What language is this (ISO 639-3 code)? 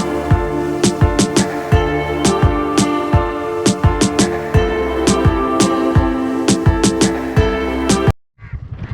kok